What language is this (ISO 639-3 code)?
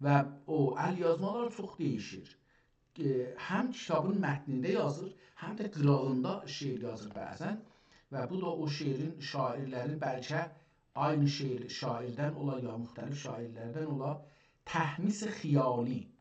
azb